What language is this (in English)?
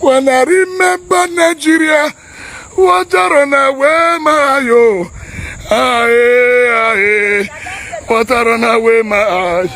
Nigerian Pidgin